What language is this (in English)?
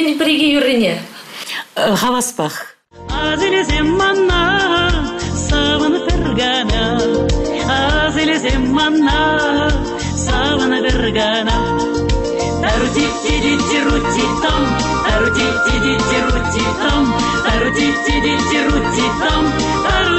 Chuvash